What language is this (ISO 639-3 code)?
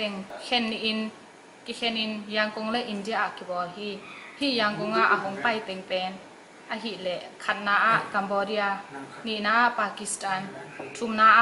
ctd